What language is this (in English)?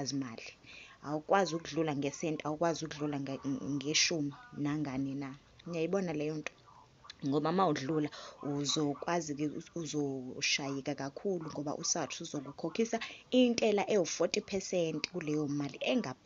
Zulu